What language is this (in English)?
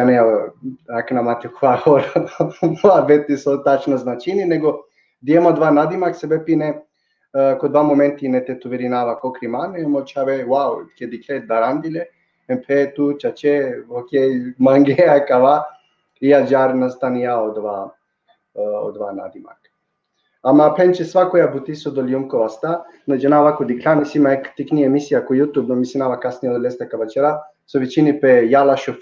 Balkan Romani